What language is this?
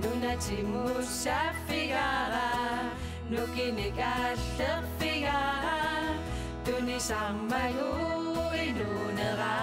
Kalaallisut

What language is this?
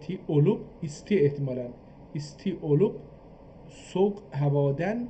South Azerbaijani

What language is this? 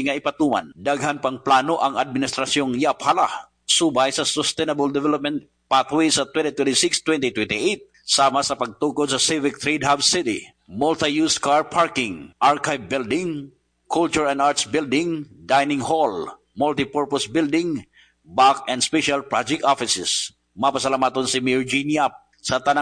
Cebuano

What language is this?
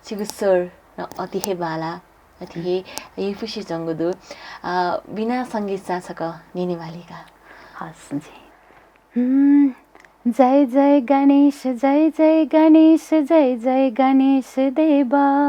Newari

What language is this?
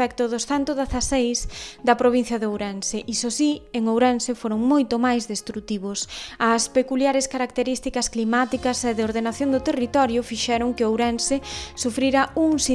Galician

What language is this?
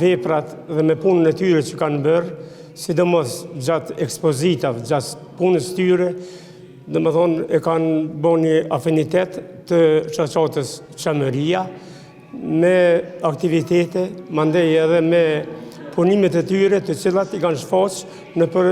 Albanian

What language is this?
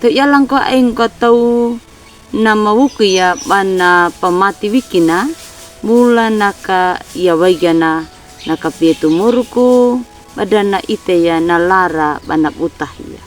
Anakalangu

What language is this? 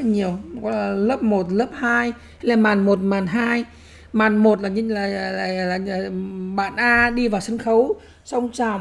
Vietnamese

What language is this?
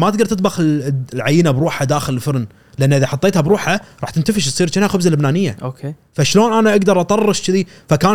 Gulf Arabic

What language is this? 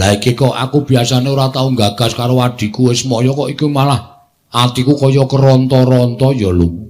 Javanese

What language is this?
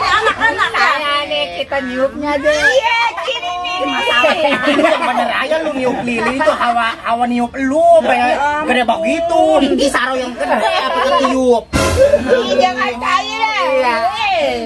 Betawi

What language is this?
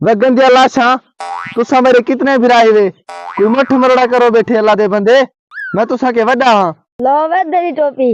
Saraiki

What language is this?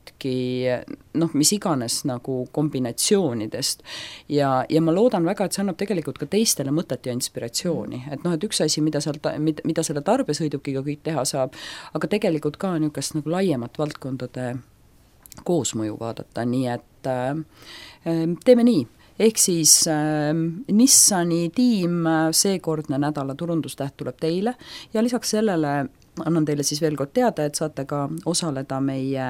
Estonian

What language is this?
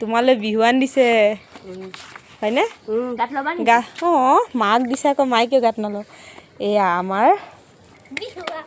Assamese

